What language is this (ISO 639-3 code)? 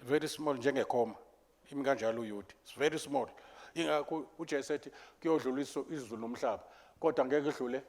zul